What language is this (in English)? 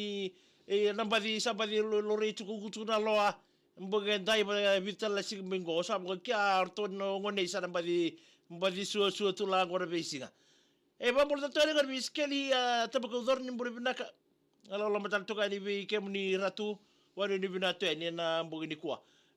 Fijian